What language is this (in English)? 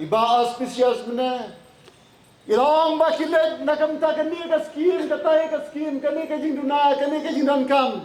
Khasi